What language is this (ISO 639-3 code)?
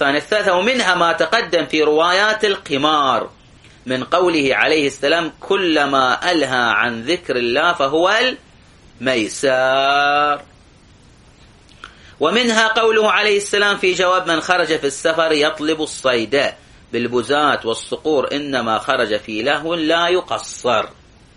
ara